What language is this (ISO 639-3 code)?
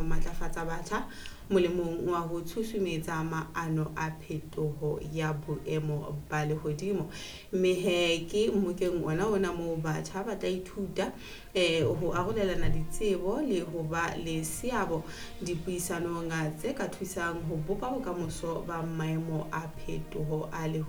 sot